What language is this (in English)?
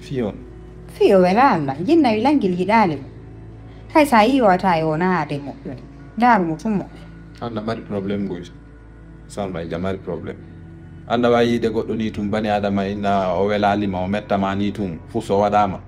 Fula